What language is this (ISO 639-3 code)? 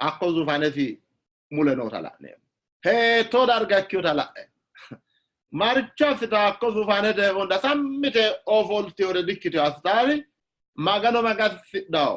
sid